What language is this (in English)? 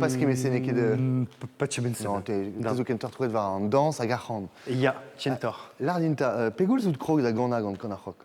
Breton